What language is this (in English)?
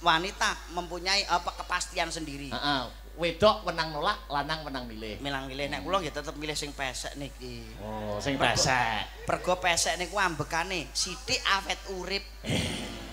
Javanese